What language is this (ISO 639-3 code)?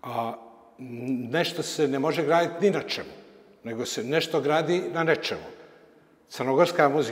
srp